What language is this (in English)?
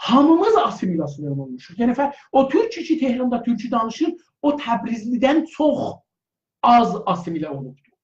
South Azerbaijani